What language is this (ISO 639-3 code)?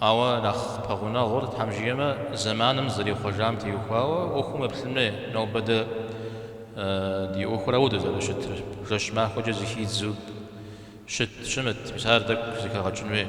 kbd